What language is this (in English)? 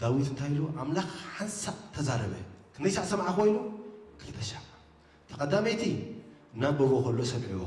Tigrinya